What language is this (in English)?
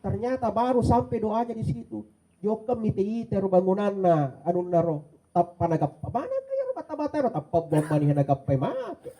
Buginese